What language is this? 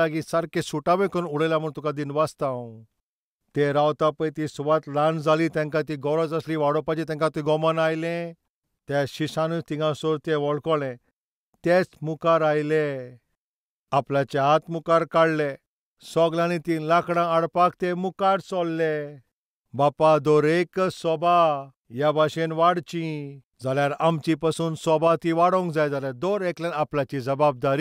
Konkani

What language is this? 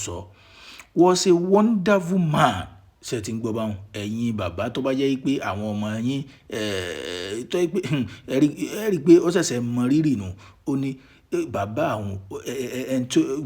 Yoruba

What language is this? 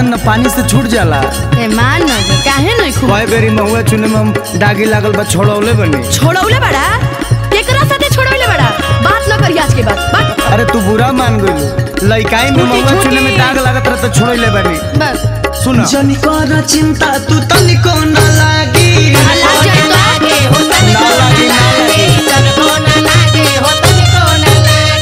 Bhojpuri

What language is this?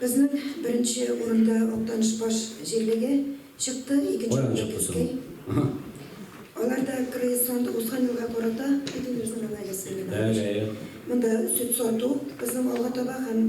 Tatar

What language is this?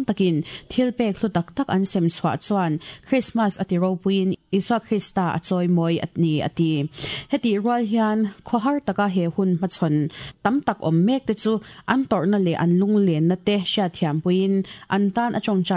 Mizo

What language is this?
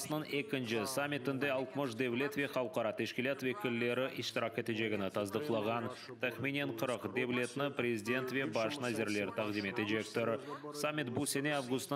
Crimean Tatar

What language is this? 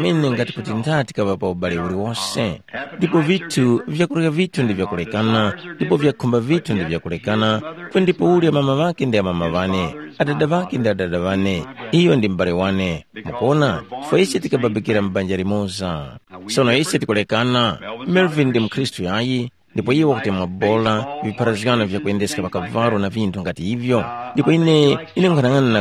Tumbuka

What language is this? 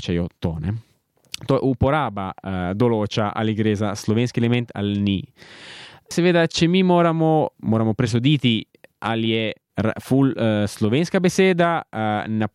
Slovenian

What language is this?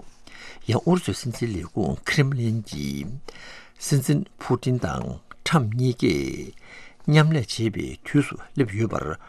Tibetan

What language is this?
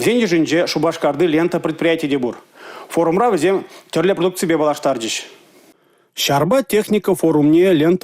Chuvash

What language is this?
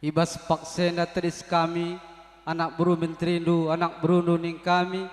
Batak Karo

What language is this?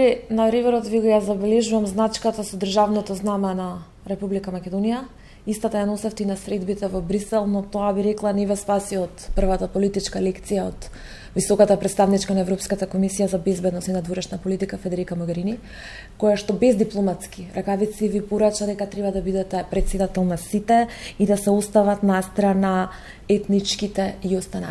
Macedonian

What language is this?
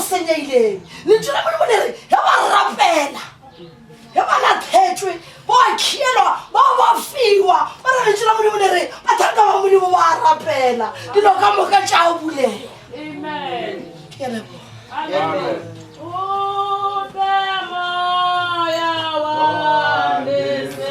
Northern Sotho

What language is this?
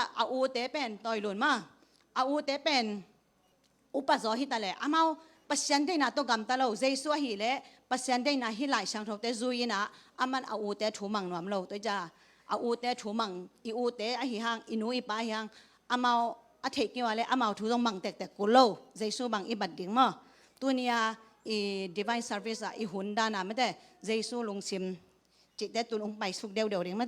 Tedim Chin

